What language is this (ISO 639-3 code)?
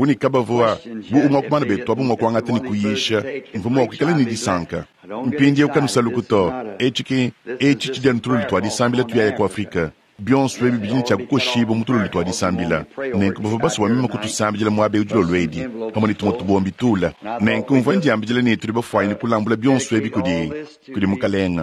lua